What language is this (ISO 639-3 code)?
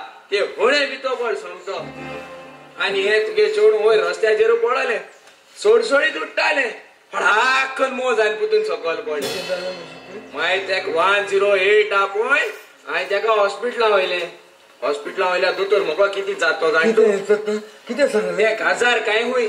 kok